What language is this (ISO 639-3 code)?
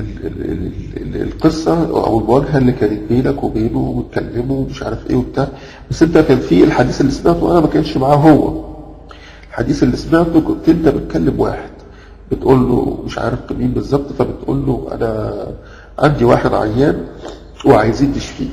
arz